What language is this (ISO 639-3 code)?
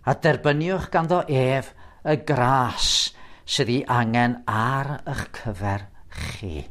cym